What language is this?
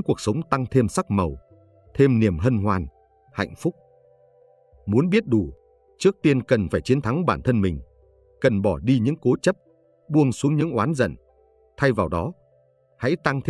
Vietnamese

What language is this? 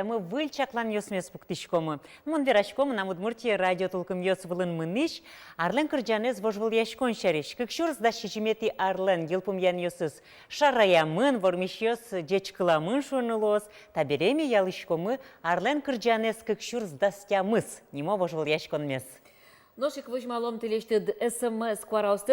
Udmurt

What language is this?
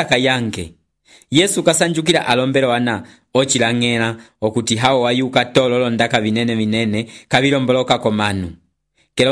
Umbundu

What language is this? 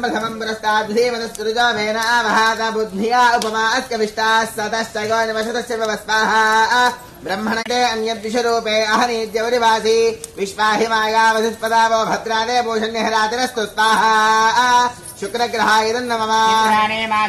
Telugu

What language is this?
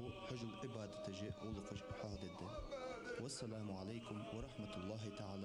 Ingush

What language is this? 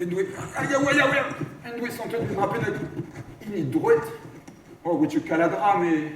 Breton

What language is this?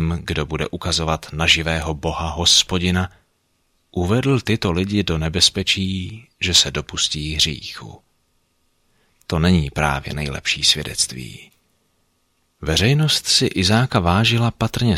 Czech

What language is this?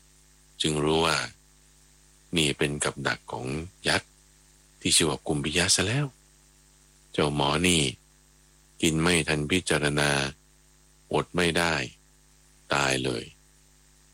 Thai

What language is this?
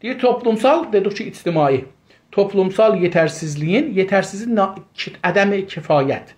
South Azerbaijani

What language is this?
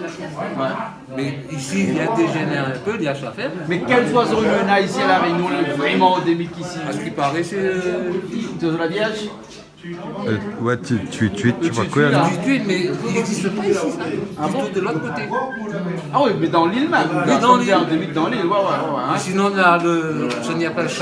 Réunion Creole French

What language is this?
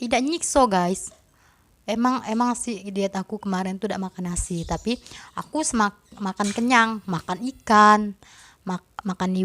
Musi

